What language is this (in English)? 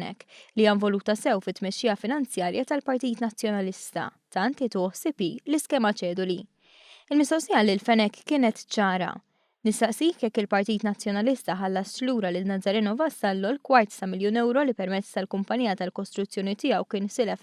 Maltese